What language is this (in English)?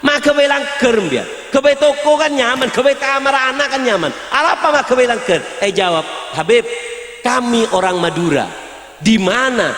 Madurese